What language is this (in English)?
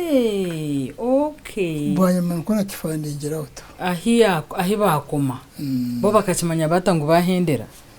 Nyankole